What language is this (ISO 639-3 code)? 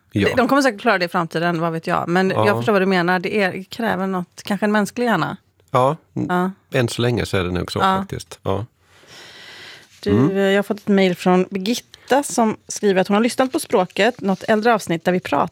swe